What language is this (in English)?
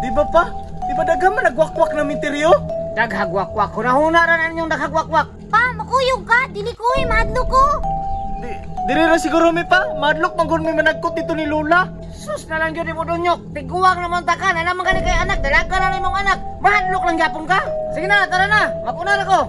Cebuano